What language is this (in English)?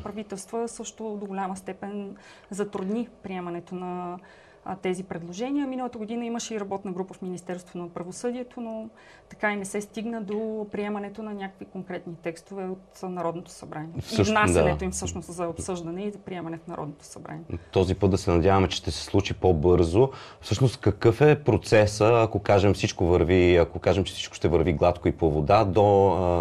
Bulgarian